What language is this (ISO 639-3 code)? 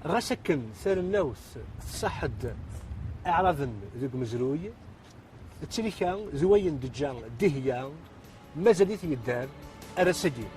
kab